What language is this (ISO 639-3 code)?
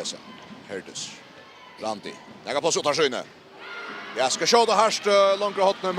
fao